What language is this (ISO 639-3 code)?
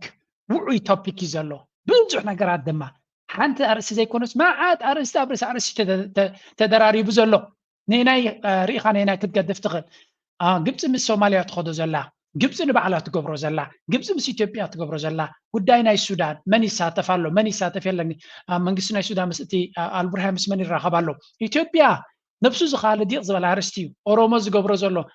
tir